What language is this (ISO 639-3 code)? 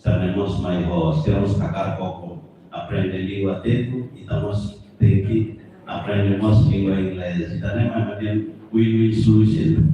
tet